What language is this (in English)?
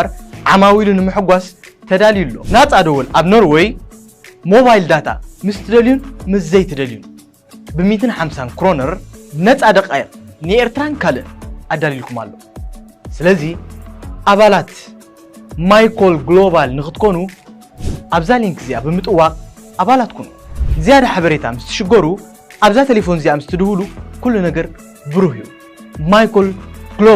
Tigrinya